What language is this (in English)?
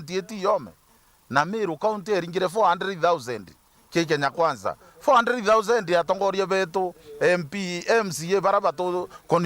Meru